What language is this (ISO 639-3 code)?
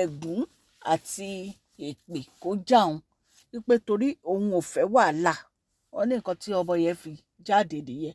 yor